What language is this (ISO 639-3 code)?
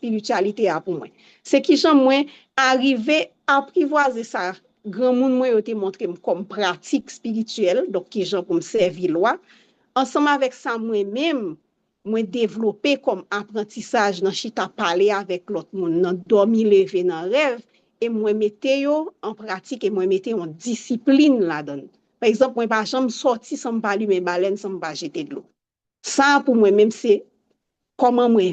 hat